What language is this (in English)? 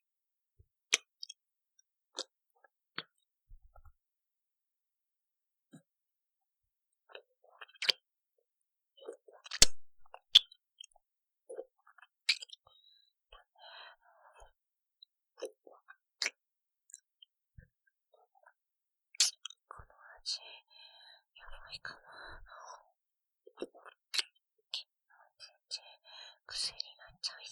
Japanese